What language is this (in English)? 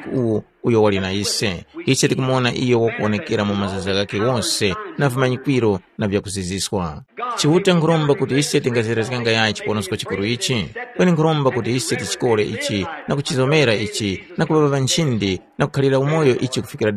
Tumbuka